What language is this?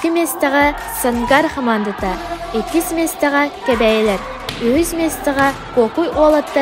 Yakut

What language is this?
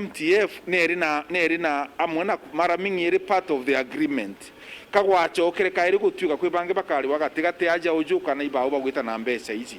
Meru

